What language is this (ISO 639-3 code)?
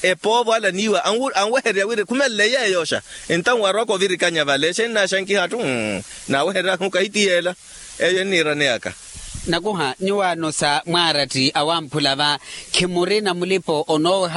vmw